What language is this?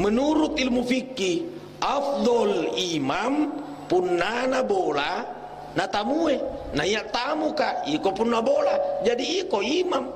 Buginese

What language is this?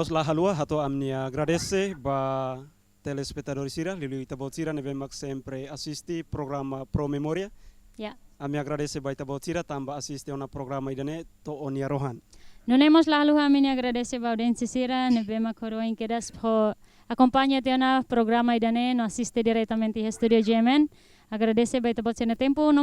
Tetum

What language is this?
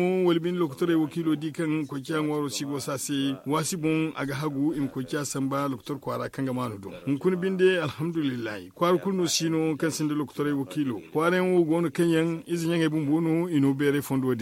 Zarma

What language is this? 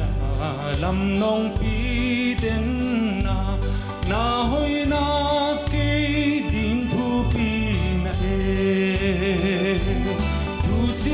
Paite Chin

